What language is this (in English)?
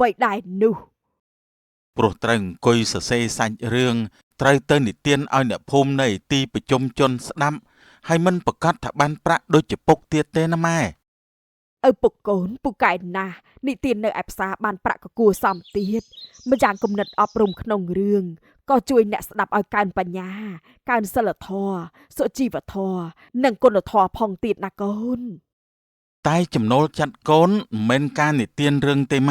Khmer